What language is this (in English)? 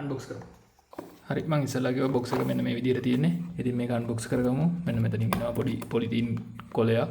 Sinhala